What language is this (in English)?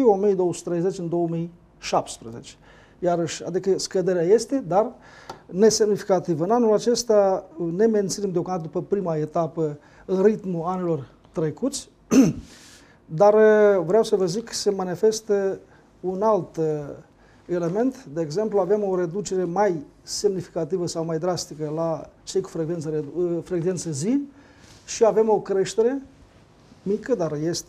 Romanian